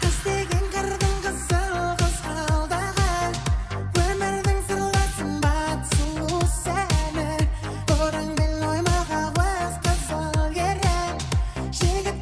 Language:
Kara-Kalpak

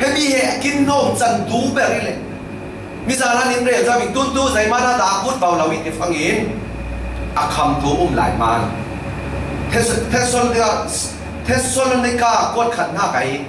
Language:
Falam Chin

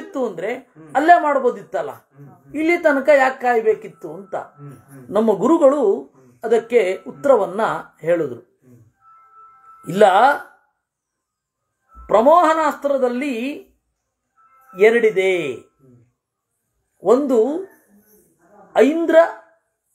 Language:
Kannada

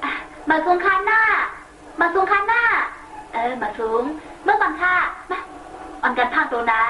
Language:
Shan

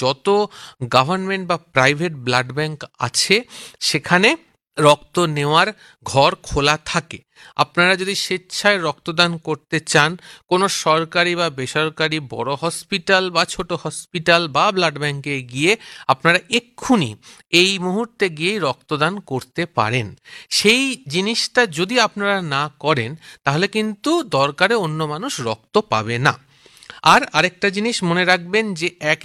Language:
Bangla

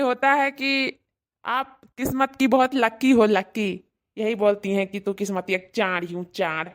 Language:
Awadhi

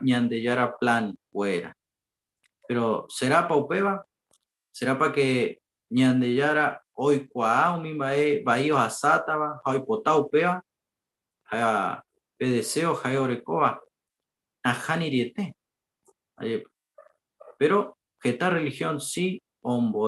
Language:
Guarani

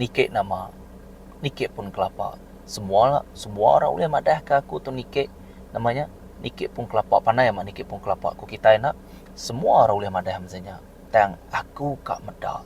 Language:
Iban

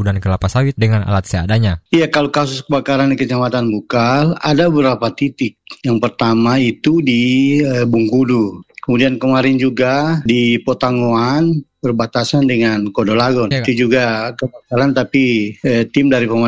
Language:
Indonesian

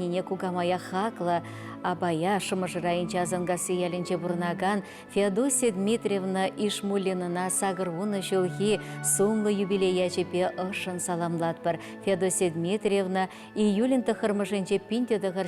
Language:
Chuvash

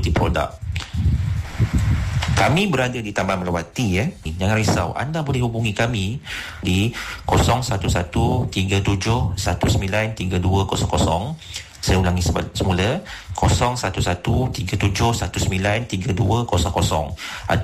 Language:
Malay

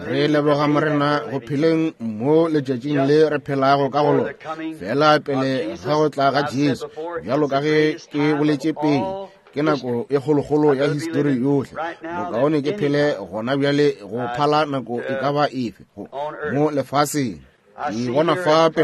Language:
Northern Sotho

